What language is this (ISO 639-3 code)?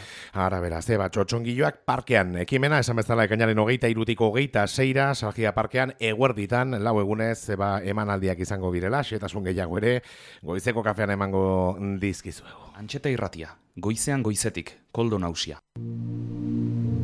eus